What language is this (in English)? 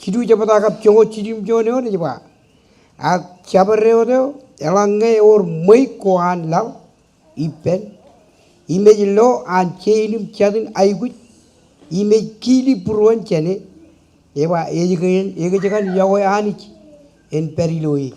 Marshallese